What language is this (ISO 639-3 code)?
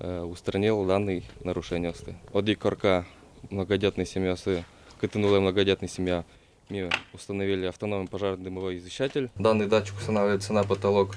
udm